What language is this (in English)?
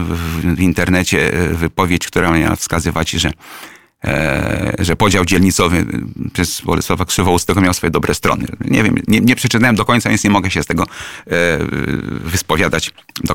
Polish